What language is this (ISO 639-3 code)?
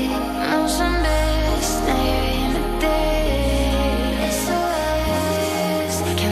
swe